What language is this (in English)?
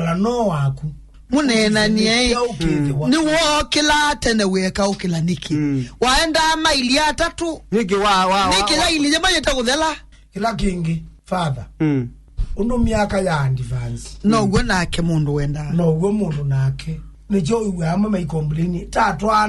Kamba